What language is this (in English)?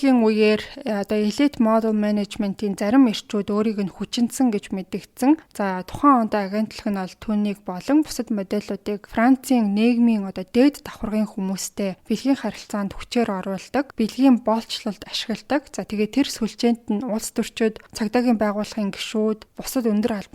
Mongolian